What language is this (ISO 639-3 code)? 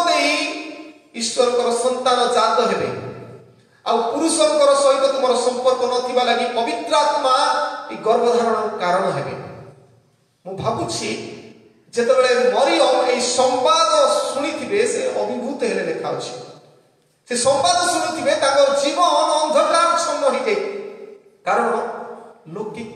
ori